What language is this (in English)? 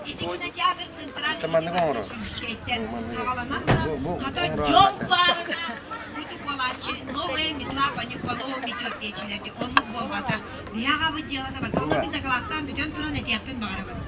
Yakut